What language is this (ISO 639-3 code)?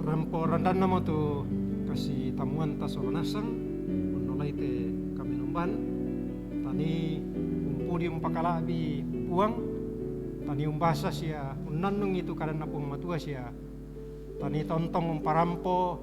sda